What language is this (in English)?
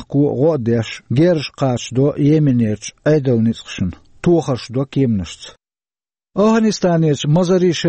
Chechen